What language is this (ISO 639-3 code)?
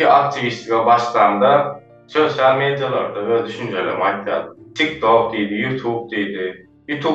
tuk